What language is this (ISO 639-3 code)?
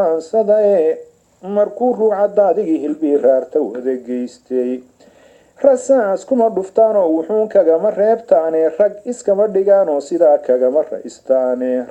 som